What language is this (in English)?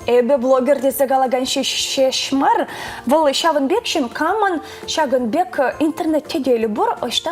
Chuvash